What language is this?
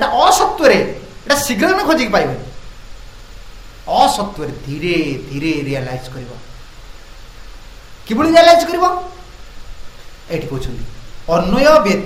Odia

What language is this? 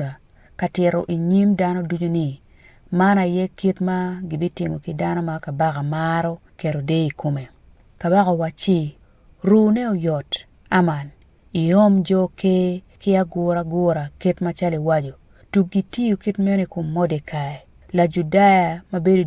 Acoli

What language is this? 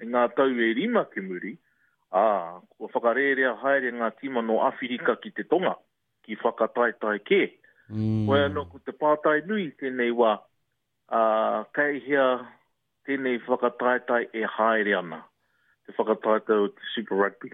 Māori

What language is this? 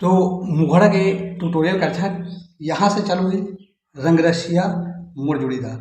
Chhattisgarhi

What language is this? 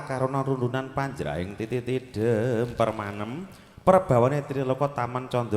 Javanese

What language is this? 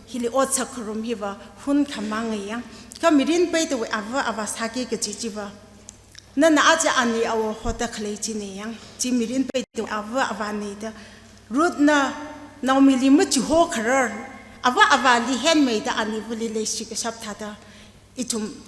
Tangkhul Naga (India)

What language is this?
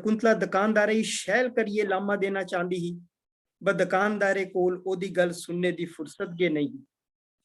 Dogri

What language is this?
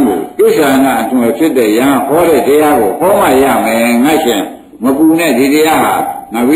Burmese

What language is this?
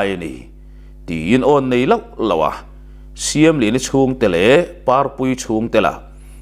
Mizo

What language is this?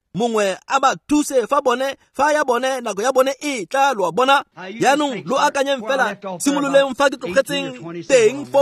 Tswana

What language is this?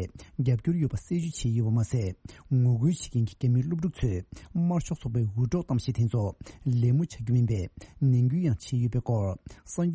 Tibetan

